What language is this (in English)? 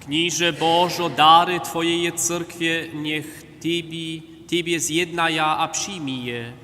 Upper Sorbian